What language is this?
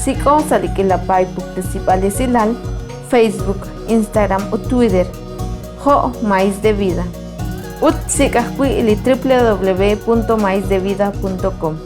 Kekchí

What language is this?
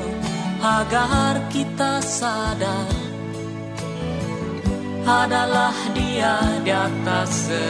Indonesian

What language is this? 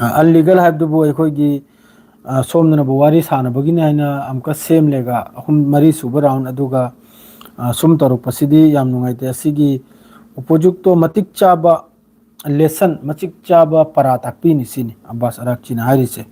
Manipuri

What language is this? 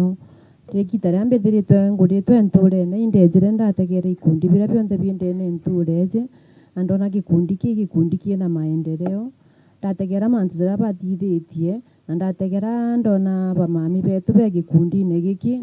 Meru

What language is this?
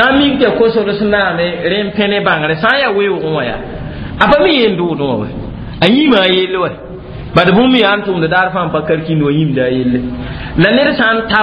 Mossi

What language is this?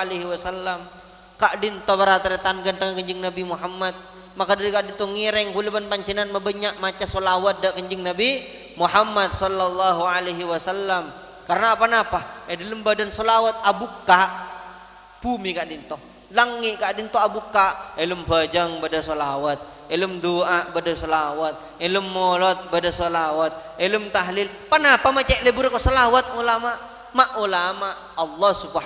Madurese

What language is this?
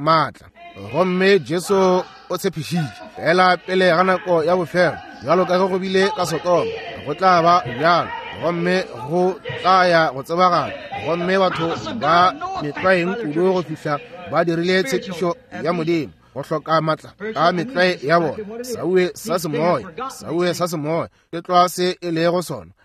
Northern Sotho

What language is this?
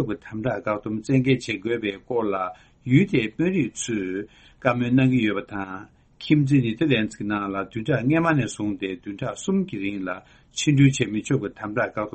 Tibetan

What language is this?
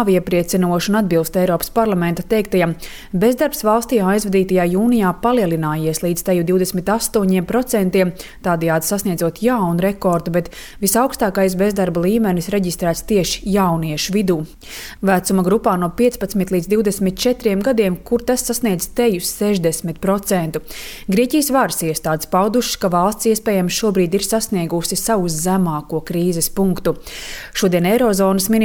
Latvian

